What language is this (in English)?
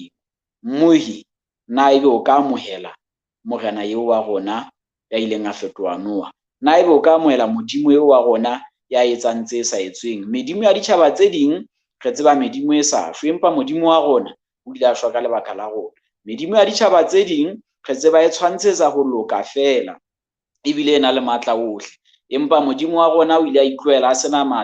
Southern Sotho